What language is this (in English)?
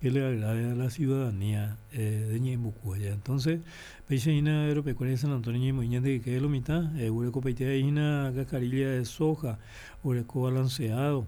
Guarani